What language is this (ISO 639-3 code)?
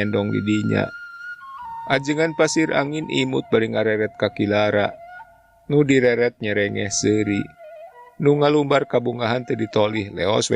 sun